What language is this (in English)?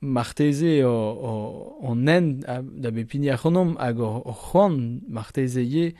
Breton